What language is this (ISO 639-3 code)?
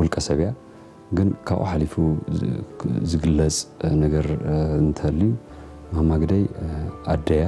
tir